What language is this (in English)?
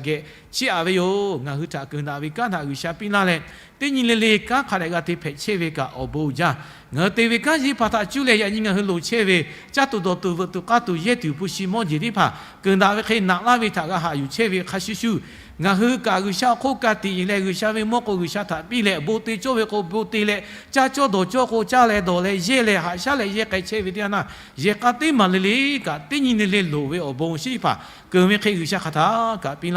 Lahu